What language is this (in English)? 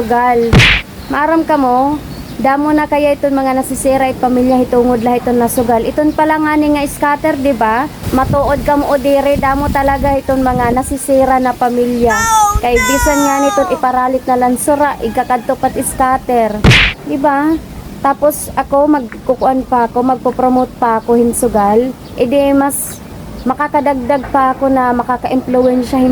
Waray